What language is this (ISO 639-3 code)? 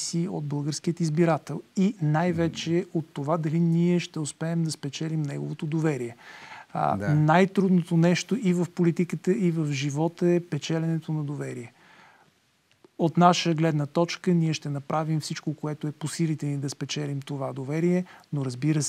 bul